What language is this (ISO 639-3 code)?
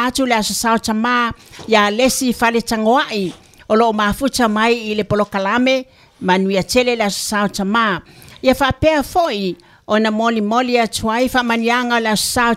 smo